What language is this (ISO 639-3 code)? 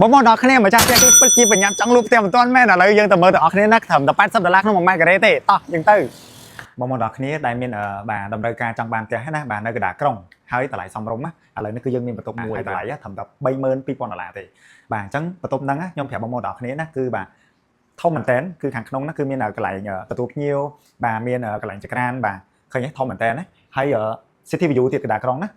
khm